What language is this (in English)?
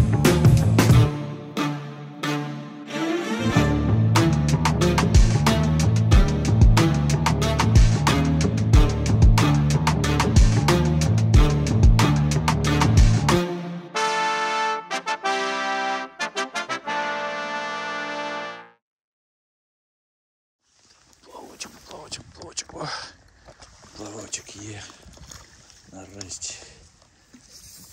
Ukrainian